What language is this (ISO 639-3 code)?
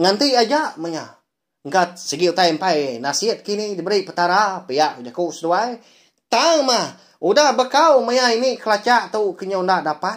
iba